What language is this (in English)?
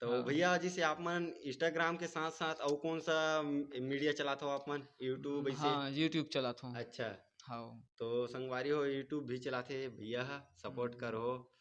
Chhattisgarhi